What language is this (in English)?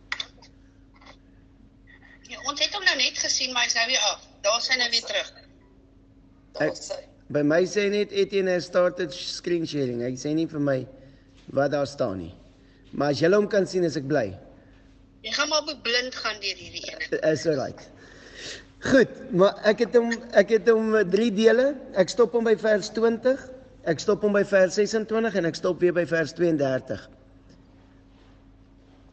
Afrikaans